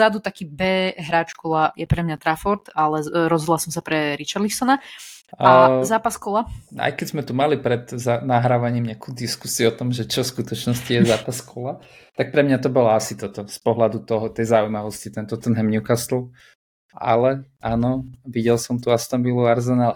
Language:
Slovak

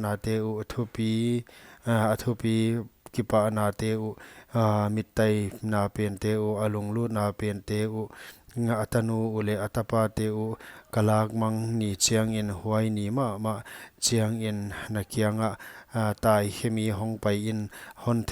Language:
Paite Chin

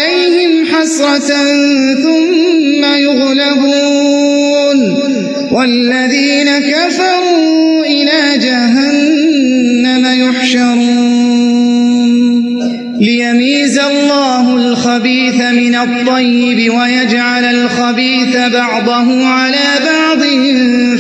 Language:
Arabic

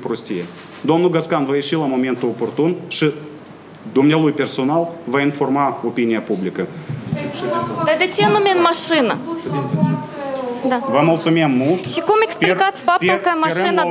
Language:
Romanian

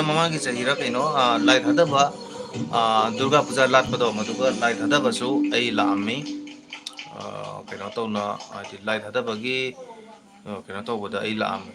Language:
Manipuri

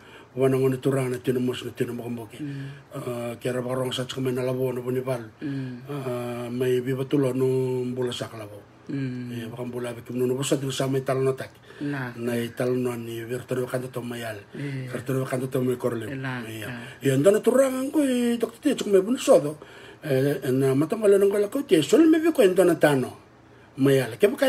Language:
Fijian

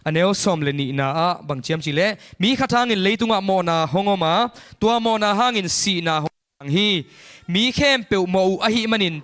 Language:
Tedim Chin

